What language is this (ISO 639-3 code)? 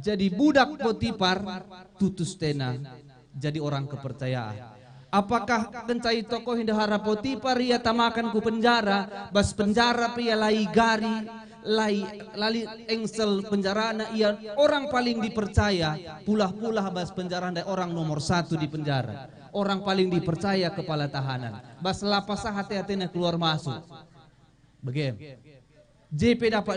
btx